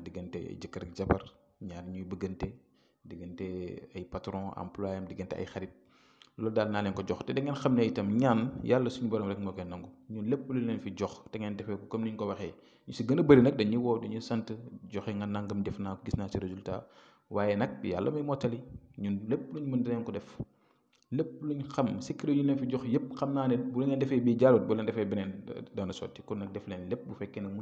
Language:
Wolof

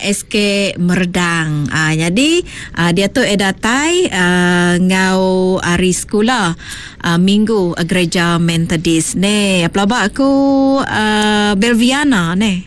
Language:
Iban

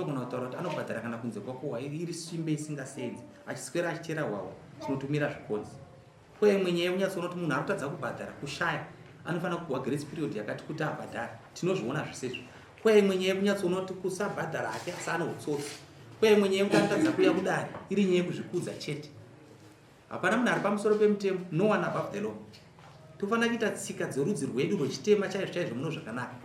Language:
Shona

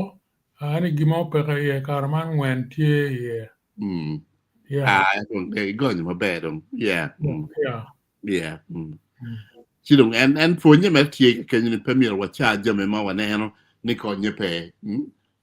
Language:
Acoli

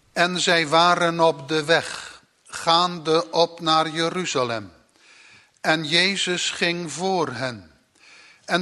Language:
Dutch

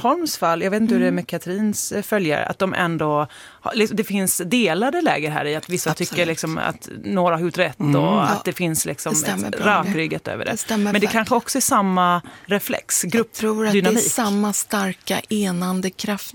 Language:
Swedish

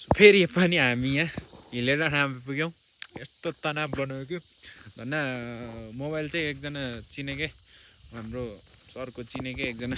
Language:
Nepali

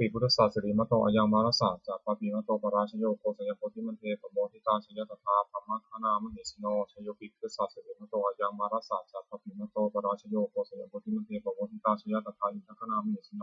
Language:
Pali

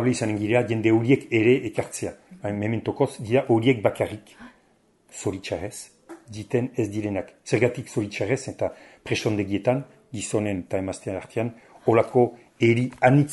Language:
Basque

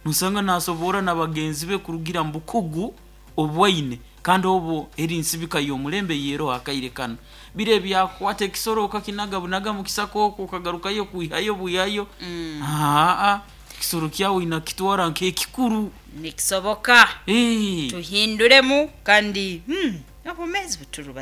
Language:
Nyoro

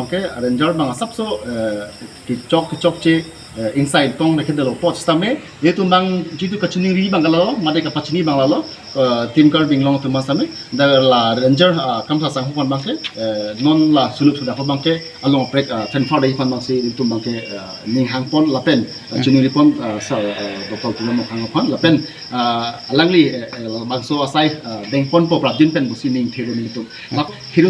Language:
Karbi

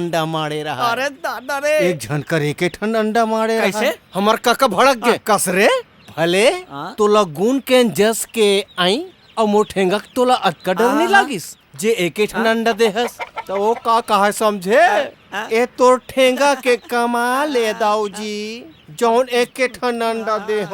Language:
Chhattisgarhi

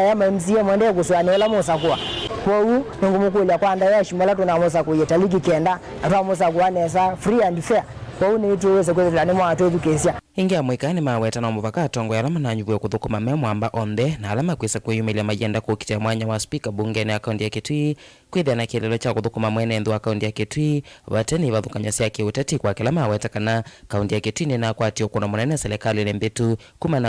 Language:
Kamba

